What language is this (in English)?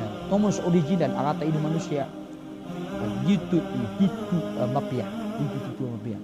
Maranao